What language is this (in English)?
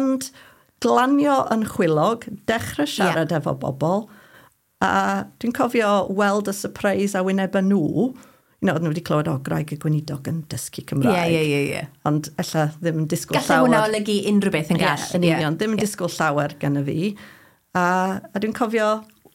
Welsh